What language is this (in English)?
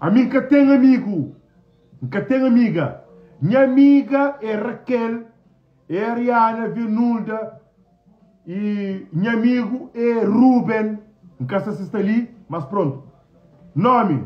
Kabuverdianu